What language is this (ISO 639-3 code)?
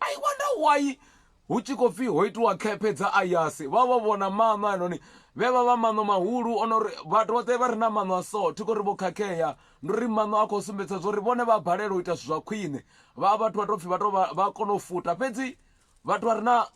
ven